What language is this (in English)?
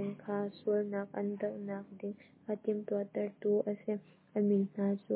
Hakha Chin